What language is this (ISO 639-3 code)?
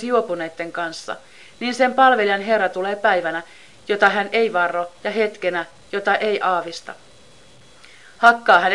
fin